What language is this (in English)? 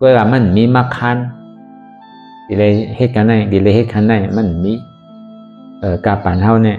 Shan